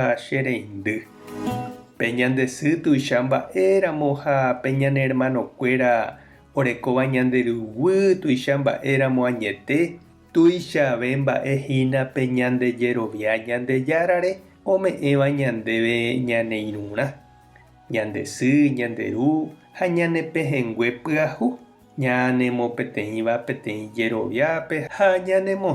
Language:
Guarani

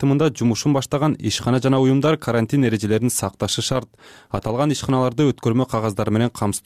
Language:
Kyrgyz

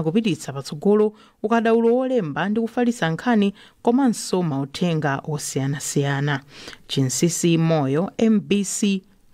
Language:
Nyanja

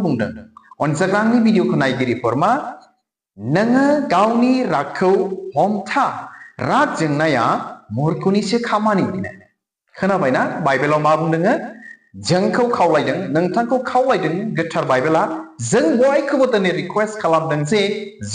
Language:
Bodo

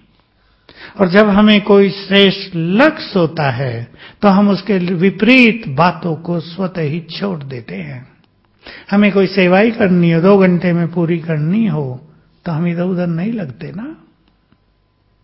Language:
Hindi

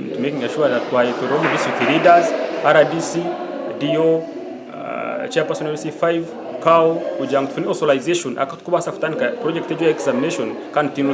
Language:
Nyankole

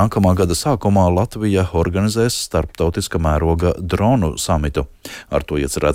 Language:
Latvian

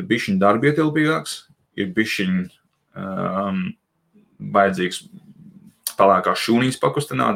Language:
Latvian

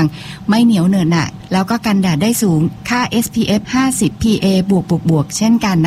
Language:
Thai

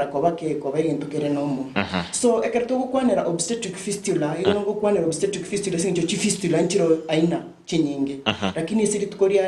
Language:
Gusii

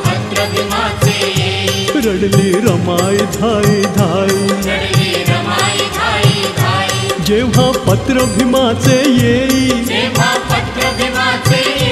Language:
Marathi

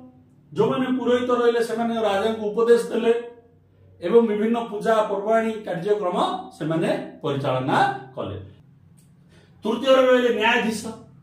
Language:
Odia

